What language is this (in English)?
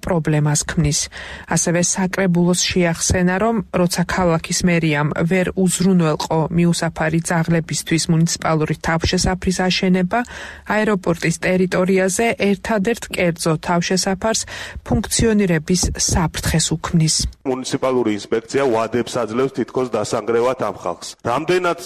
Georgian